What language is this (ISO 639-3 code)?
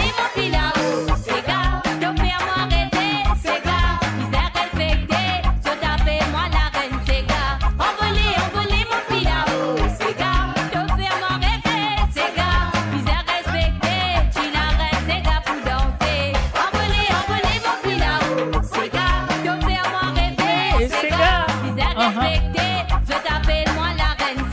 mfe